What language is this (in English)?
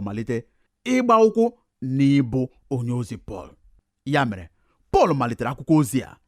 Igbo